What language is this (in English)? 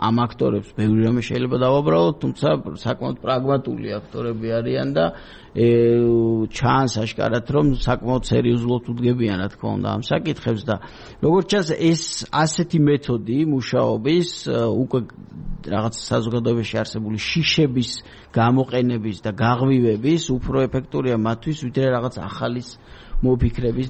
Georgian